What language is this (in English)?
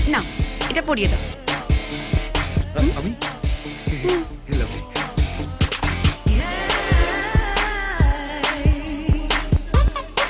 Bangla